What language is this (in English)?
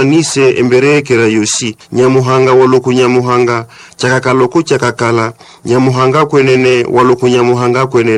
Nande